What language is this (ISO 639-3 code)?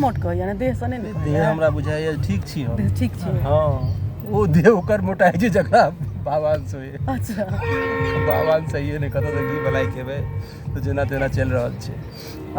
mai